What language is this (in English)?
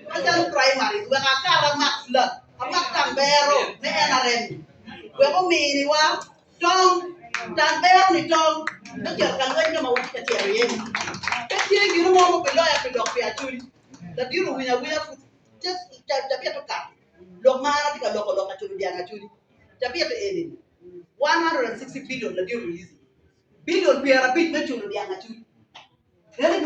Acoli